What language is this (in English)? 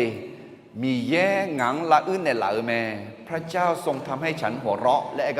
Akha